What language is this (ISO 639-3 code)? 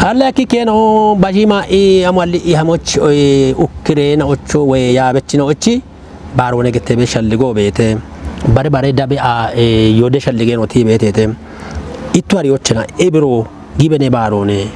kbr